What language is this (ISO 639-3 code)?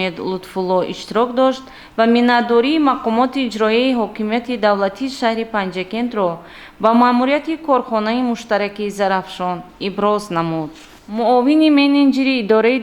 tgk